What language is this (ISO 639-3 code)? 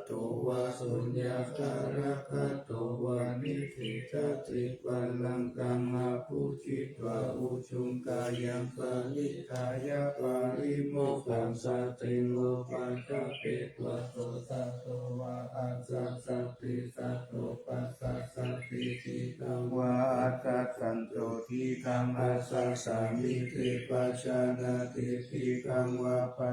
pli